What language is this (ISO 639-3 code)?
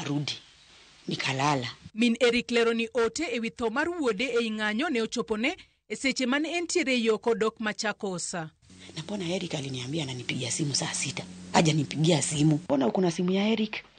luo